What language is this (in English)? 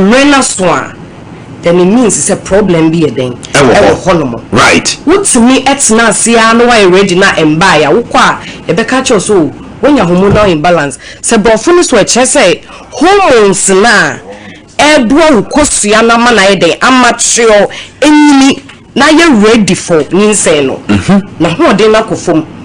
Akan